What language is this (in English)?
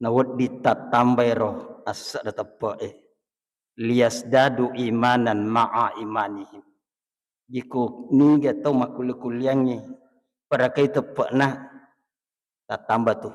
Buginese